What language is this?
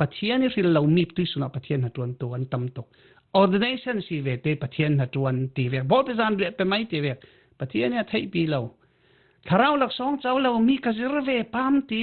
Falam Chin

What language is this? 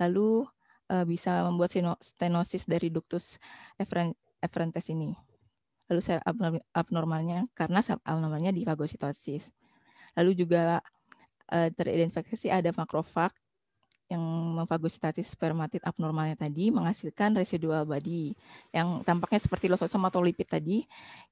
Indonesian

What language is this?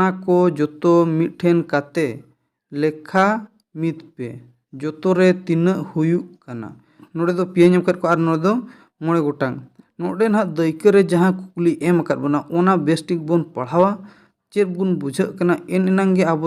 Santali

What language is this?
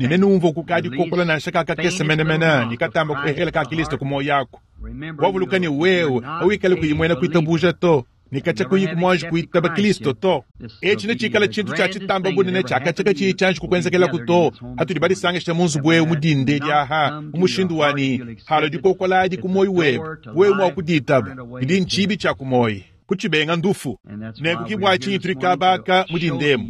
Luba-Lulua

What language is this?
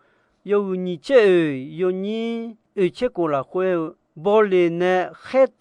Akha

